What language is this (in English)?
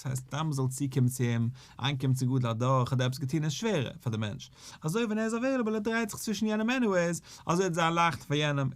Yiddish